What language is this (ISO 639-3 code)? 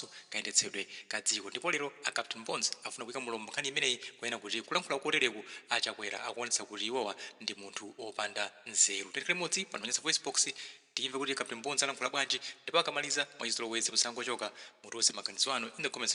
nya